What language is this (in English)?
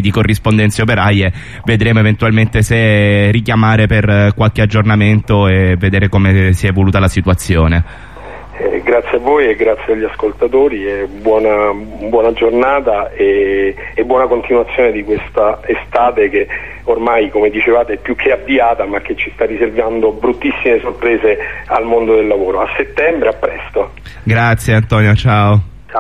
Italian